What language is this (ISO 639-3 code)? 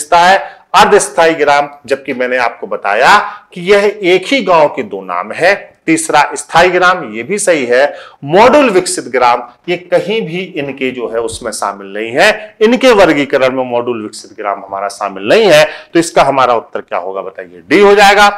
hin